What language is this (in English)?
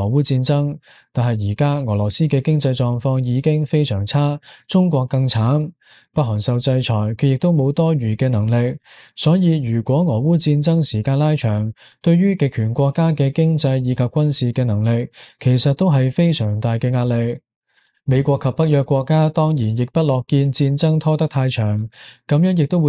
Cantonese